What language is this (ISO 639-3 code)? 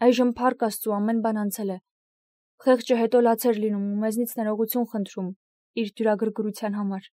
hye